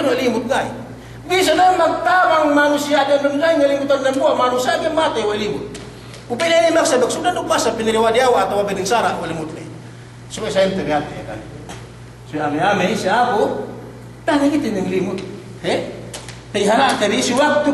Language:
Yakan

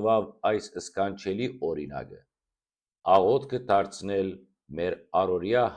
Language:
Western Armenian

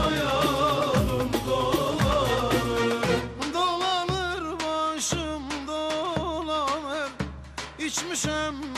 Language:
Turkish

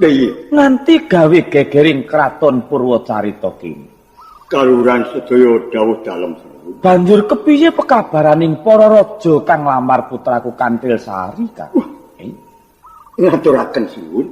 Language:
Javanese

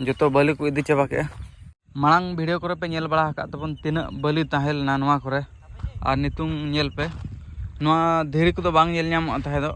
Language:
Santali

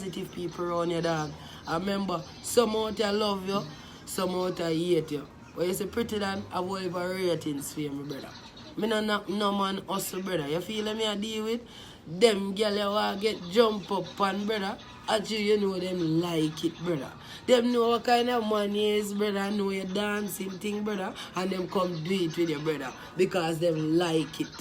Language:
Jamaican Creole English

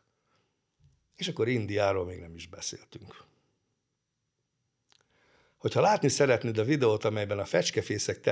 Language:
Hungarian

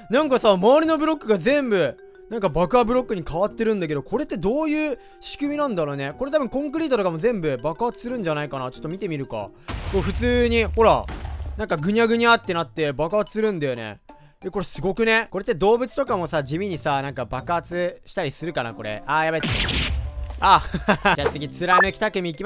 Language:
Japanese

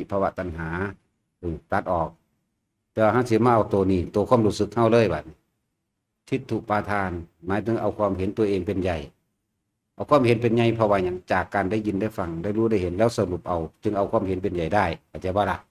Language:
Northeastern Thai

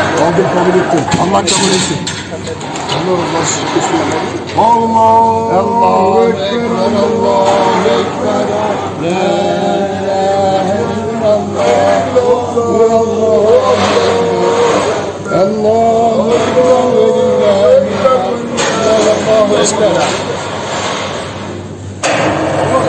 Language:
Turkish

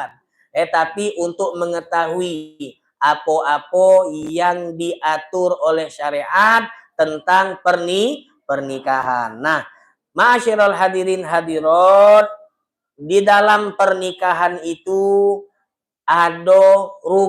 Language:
Musi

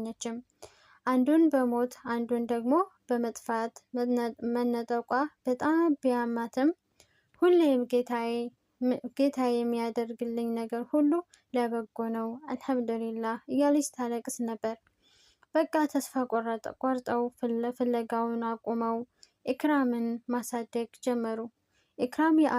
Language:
Amharic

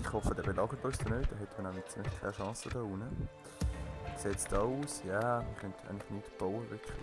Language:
Swiss German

